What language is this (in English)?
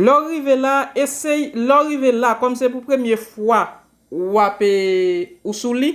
Haitian Creole